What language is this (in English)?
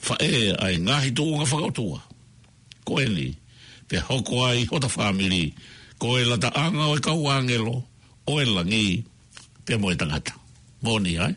Tongan